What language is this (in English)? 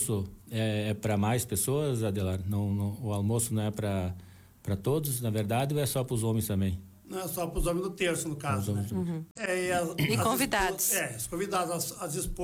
Portuguese